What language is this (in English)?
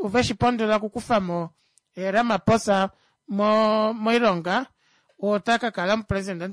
Kuanyama